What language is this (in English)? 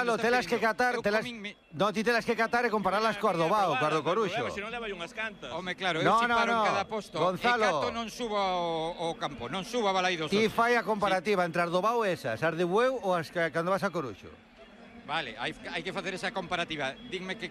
Galician